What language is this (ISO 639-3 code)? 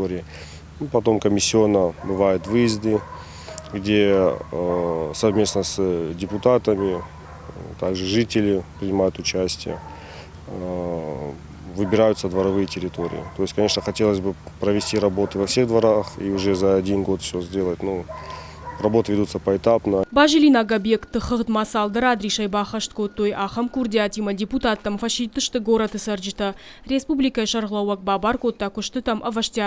oss